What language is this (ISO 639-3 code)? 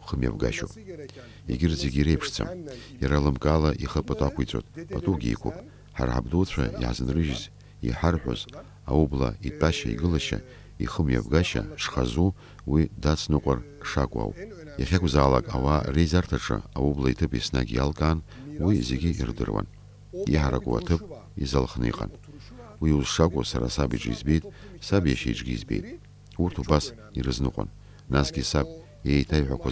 abk